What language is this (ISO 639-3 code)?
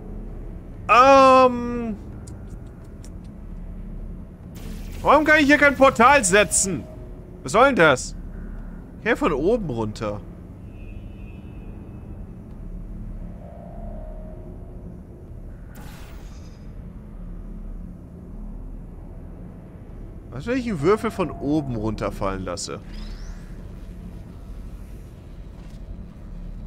deu